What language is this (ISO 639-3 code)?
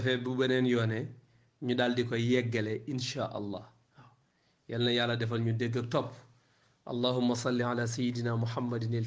wol